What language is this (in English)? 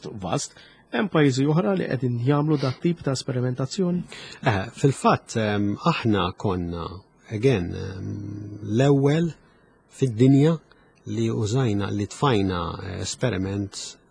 Maltese